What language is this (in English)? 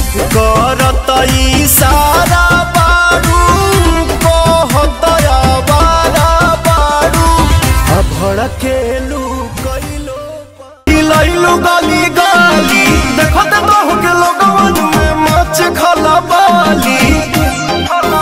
Bhojpuri